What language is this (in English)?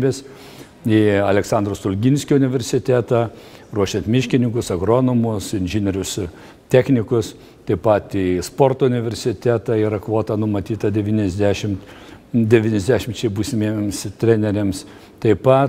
Lithuanian